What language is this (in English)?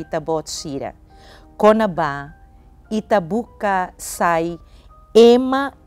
Tetum